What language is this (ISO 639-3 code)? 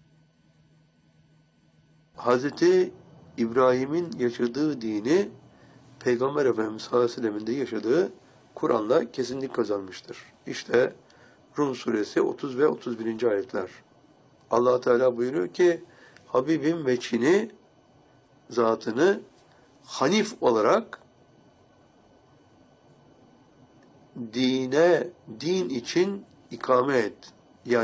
tur